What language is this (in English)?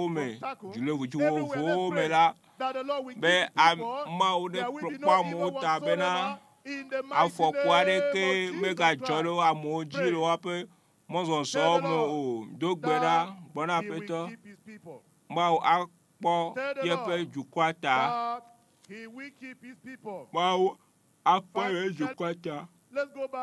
Ewe